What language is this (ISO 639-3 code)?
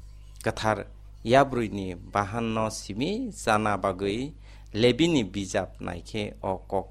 trp